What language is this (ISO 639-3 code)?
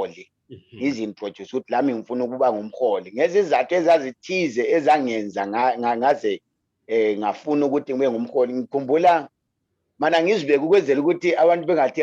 zul